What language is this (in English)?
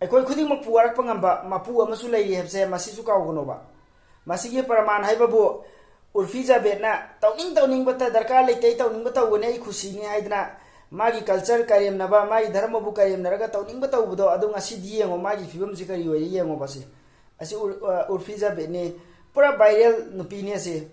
Manipuri